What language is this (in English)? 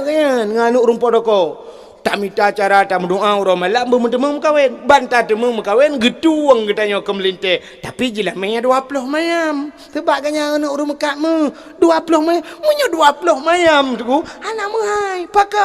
Achinese